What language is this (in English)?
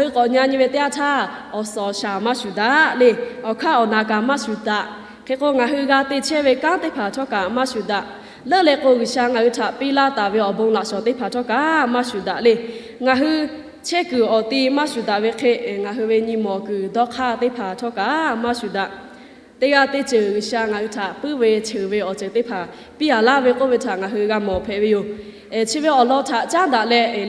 Lahu